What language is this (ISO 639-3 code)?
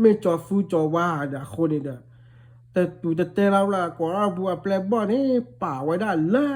ksw